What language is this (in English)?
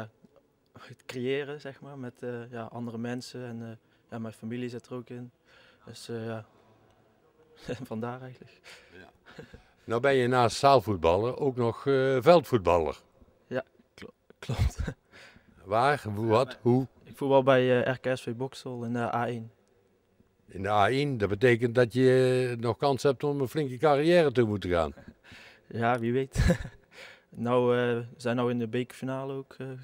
Dutch